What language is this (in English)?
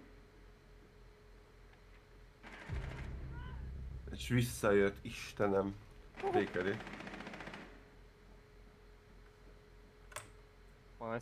Hungarian